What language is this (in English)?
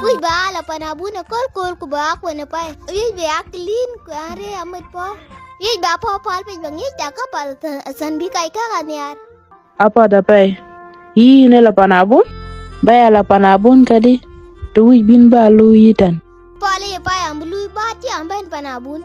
Dinka